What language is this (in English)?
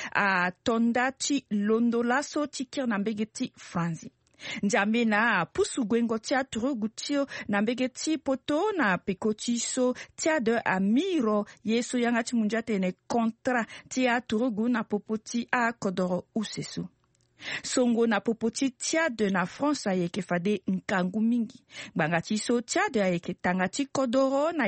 Sango